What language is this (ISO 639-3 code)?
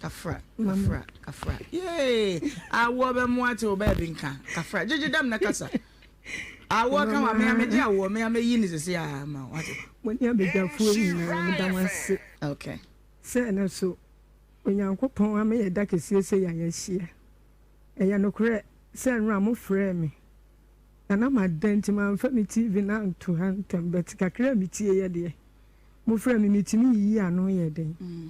aka